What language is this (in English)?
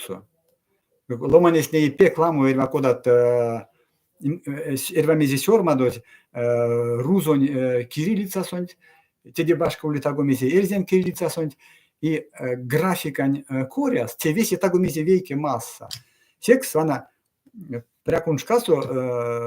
Erzya